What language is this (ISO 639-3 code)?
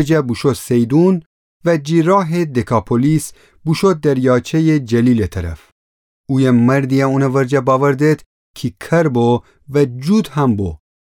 glk